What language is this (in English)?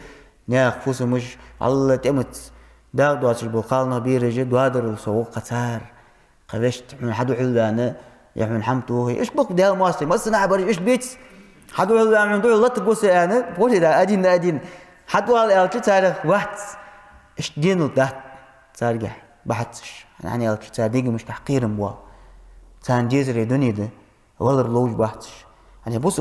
Ingush